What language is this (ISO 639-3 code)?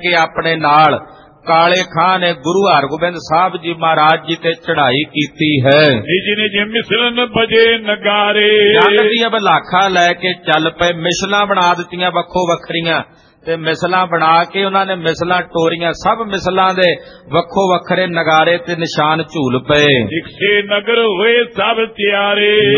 pan